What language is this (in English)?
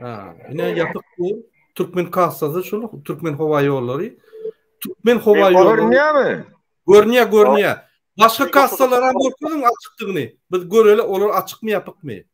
Turkmen